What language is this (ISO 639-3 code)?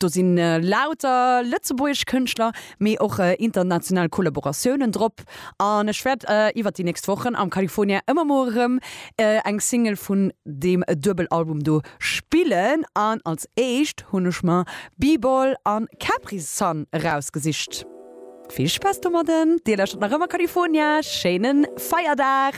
ltz